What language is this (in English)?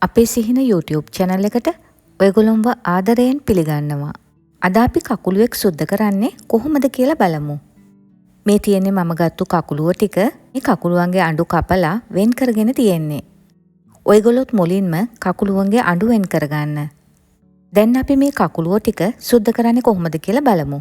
Sinhala